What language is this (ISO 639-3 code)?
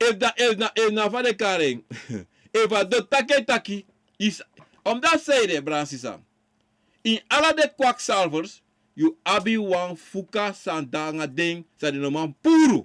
srn